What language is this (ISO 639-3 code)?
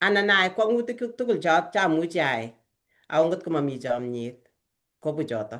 kln